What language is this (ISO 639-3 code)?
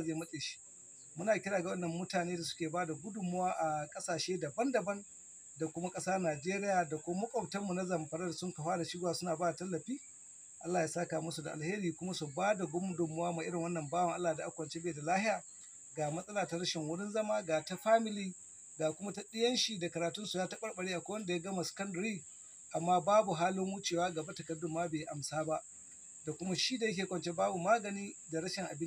hau